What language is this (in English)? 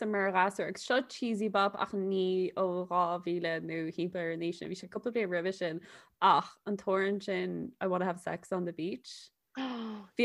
Irish